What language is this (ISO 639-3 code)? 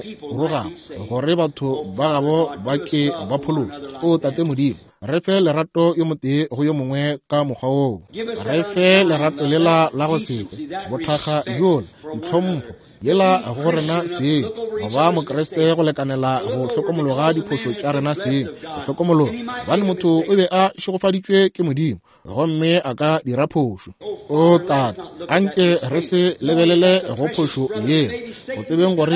nso